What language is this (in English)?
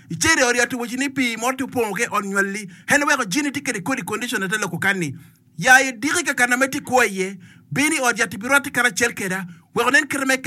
Acoli